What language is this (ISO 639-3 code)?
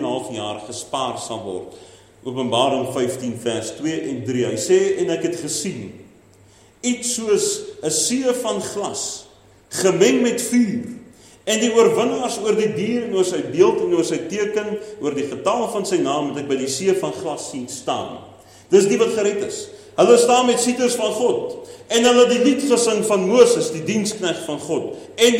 afr